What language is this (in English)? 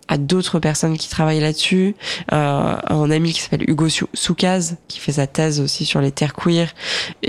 French